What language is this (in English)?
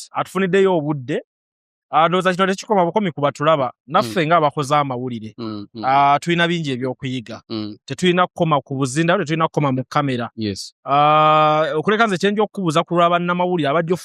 Ganda